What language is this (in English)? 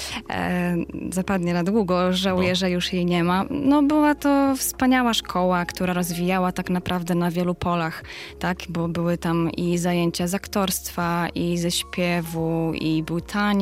Polish